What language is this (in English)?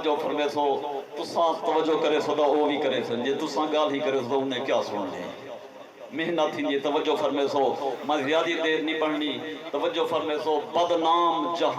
Saraiki